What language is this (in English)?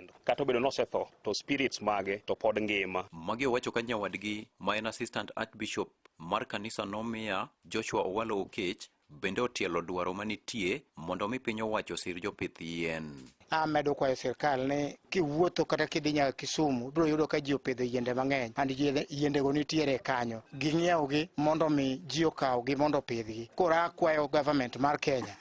Luo (Kenya and Tanzania)